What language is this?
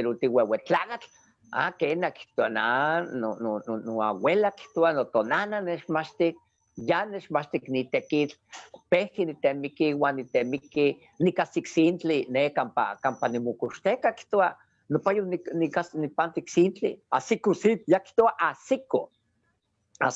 Eastern Huasteca Nahuatl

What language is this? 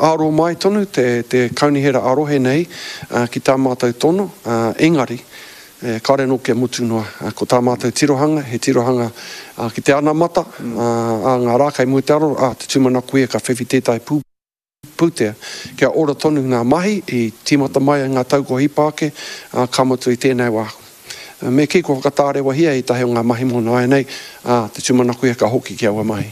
Māori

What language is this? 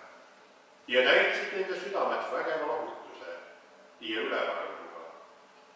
Estonian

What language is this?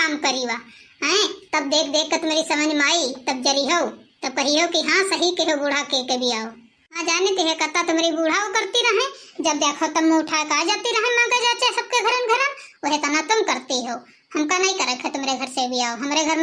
Awadhi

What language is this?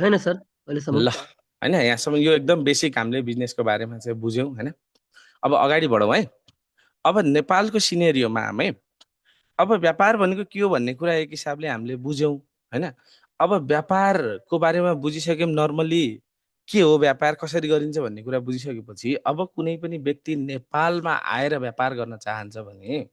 Nepali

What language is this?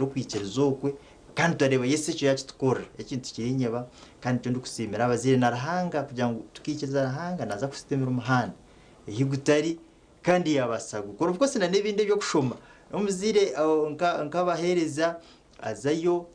Nyankole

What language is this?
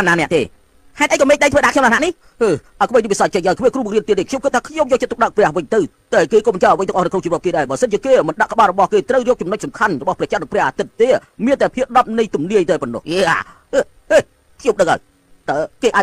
Khmer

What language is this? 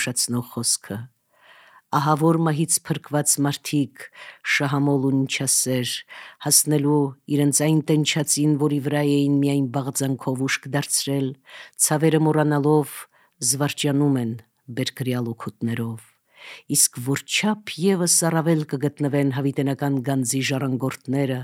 Armenian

